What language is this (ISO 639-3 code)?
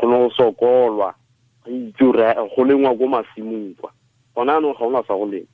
tsn